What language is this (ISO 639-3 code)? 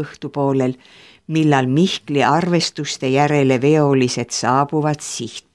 est